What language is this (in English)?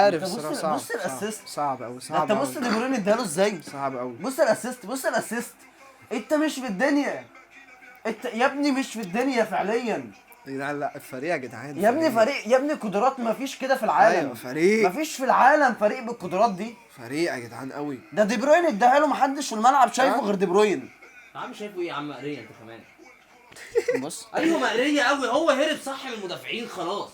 Egyptian Arabic